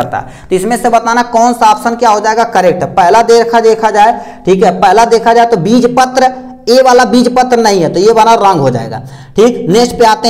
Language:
Hindi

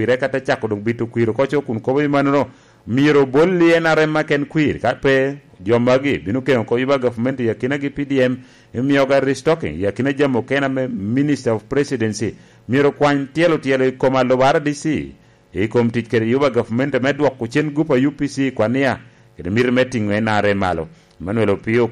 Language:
Lango (Uganda)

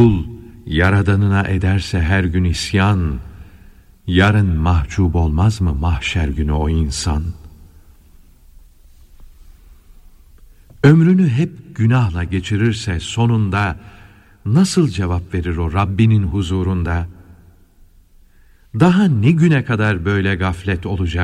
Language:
Turkish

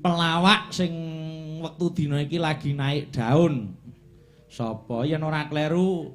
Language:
Javanese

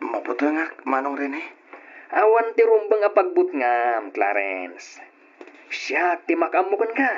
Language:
Iloko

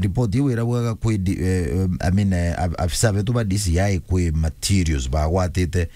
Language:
Meru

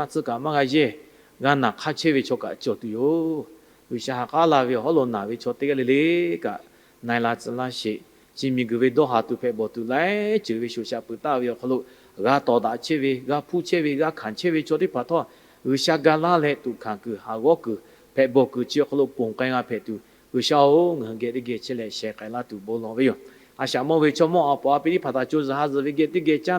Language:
Lahu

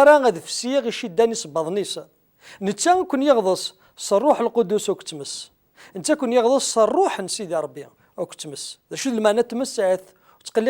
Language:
Kabyle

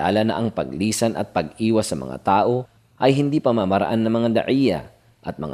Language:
Filipino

